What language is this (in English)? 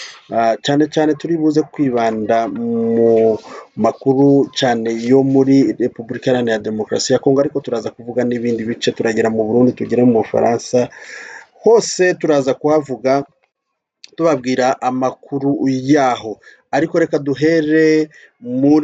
Rundi